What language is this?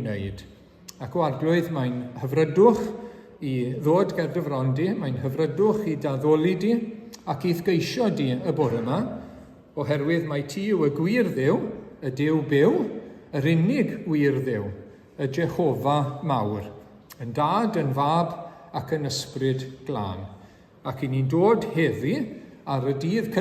Welsh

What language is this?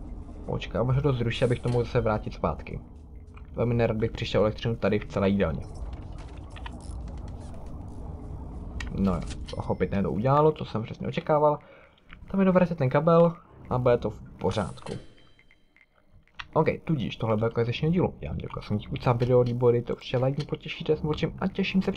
Czech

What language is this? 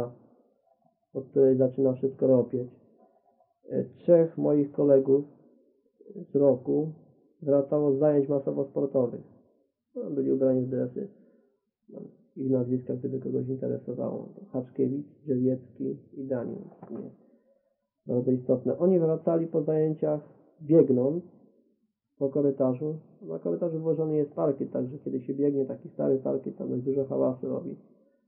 Polish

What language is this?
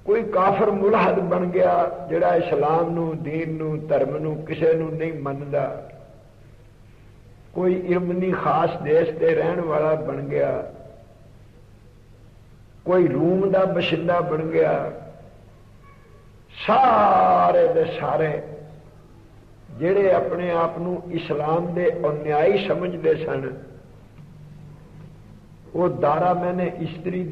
Punjabi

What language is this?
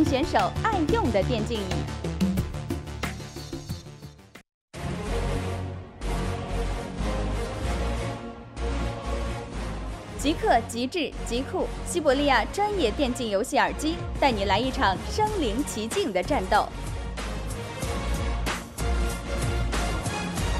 Chinese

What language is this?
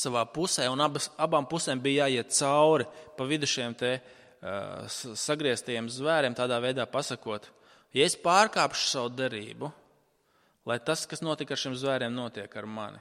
Latvian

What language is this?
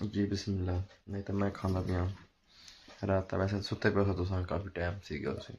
Saraiki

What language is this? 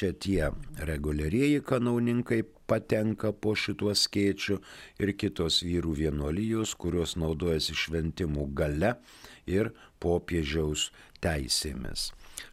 Lithuanian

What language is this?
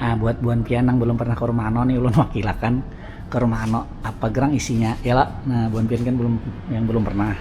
Banjar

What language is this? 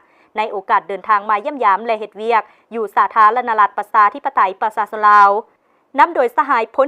Lao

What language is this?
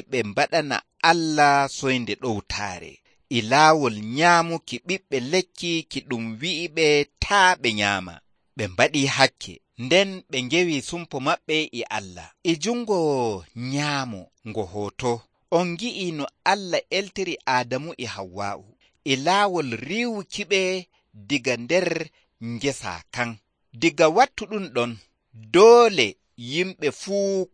Nigerian Fulfulde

